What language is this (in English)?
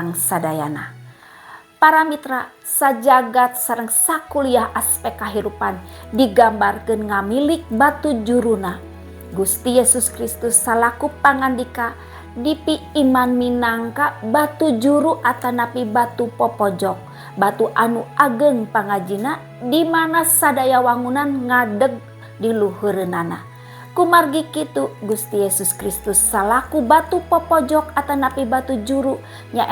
Sundanese